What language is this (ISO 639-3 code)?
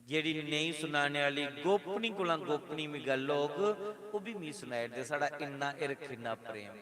doi